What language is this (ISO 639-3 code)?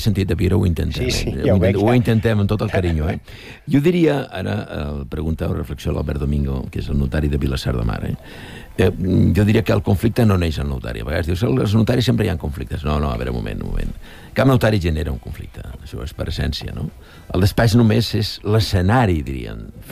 cat